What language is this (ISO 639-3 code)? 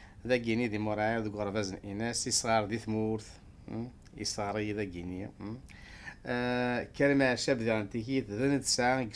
kab